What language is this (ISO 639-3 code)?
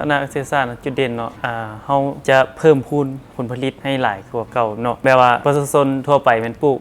lao